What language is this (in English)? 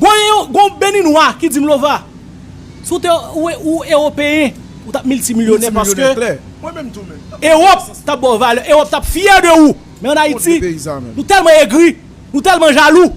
Haitian Creole